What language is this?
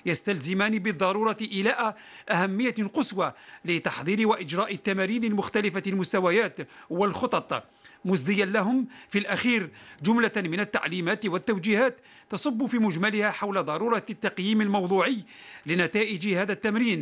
Arabic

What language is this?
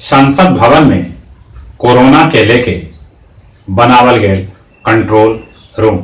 Magahi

